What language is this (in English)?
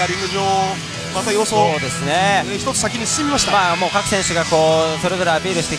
Japanese